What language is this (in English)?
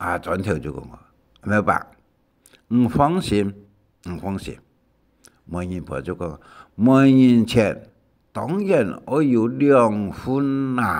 Hakka Chinese